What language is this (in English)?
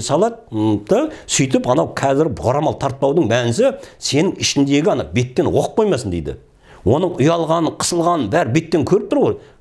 Kazakh